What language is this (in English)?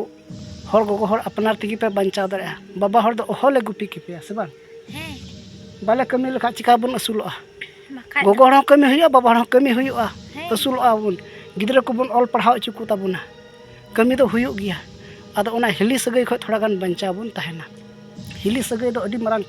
Santali